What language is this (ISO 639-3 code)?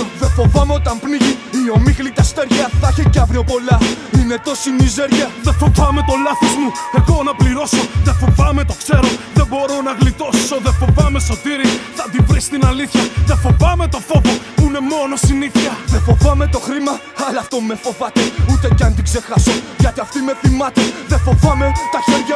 ell